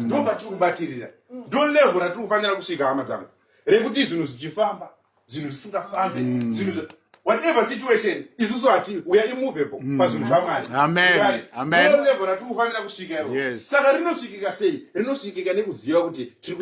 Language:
Shona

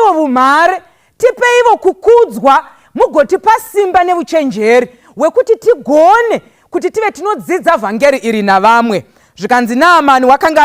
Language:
Shona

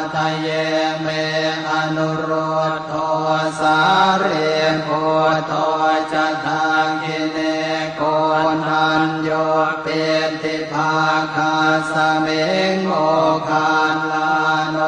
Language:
Pali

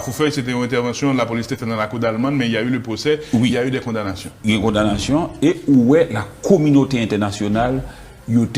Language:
Haitian Creole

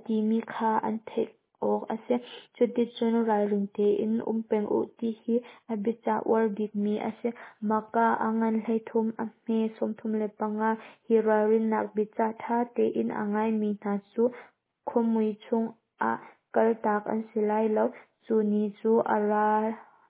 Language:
Hakha Chin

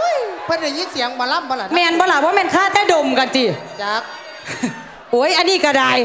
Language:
Thai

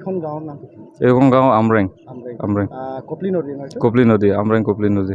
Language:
Karbi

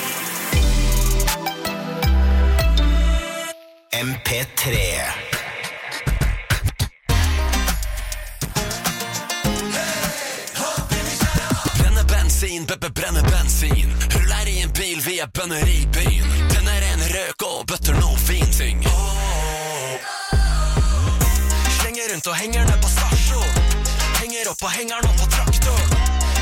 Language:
Norwegian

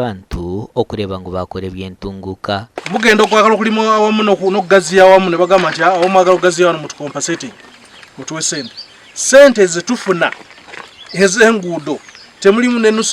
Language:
Nyankole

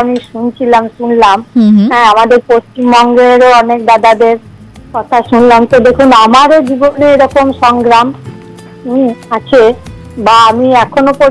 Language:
Bangla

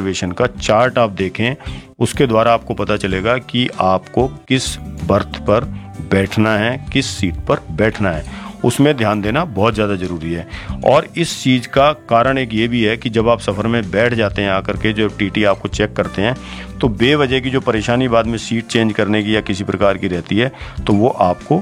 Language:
Hindi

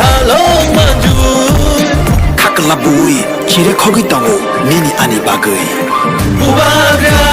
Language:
Riang (India)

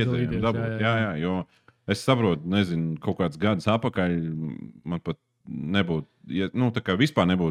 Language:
Latvian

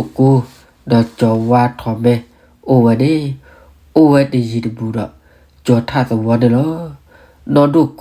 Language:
S'gaw Karen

